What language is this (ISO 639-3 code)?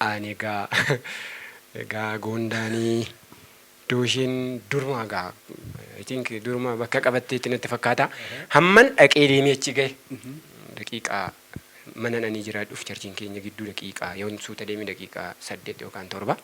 orm